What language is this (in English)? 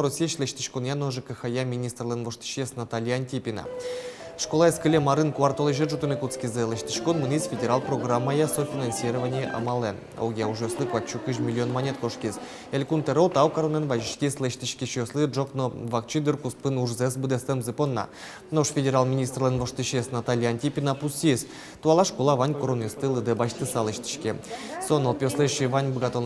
Udmurt